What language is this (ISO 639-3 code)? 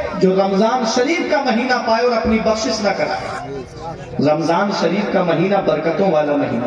urd